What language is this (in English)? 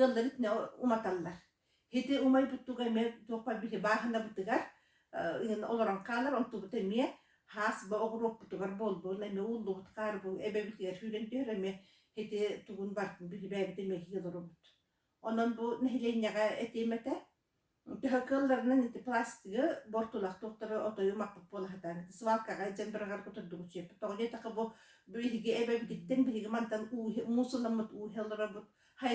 Yakut